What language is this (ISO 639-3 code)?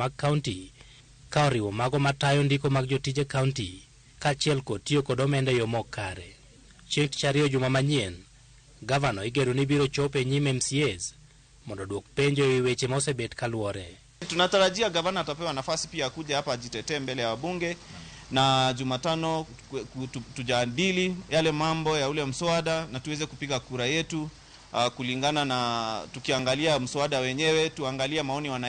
luo